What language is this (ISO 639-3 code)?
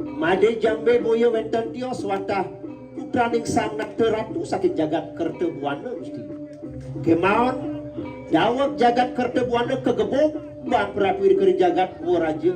ban